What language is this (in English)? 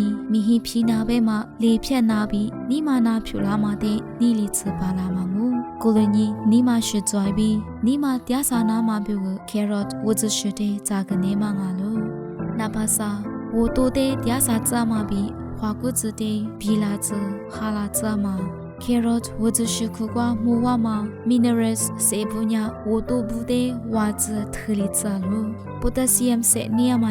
Lisu